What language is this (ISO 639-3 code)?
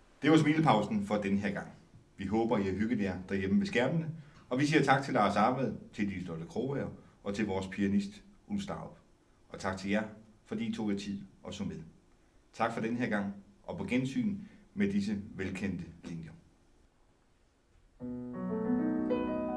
dan